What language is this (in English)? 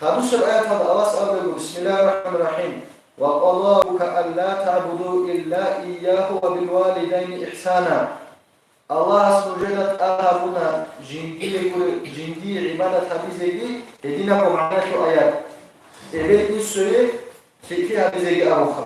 Avaric